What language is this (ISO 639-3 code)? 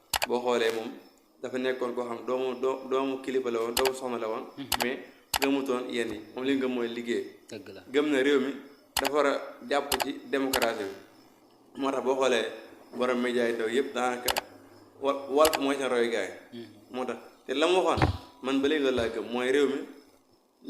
wol